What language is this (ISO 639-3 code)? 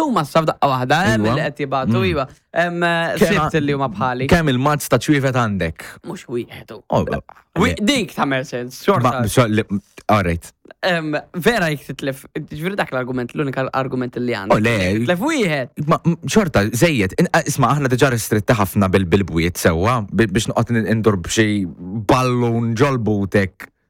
mlt